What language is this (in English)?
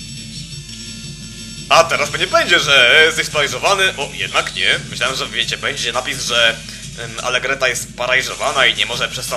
Polish